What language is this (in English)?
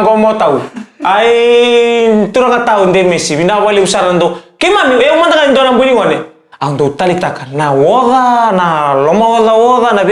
Fijian